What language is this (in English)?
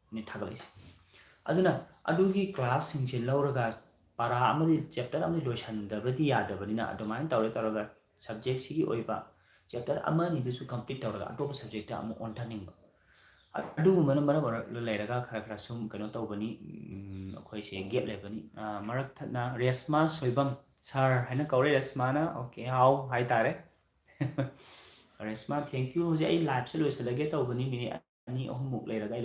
Manipuri